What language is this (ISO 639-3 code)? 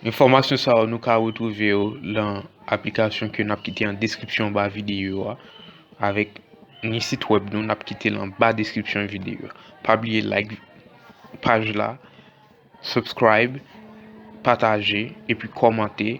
hat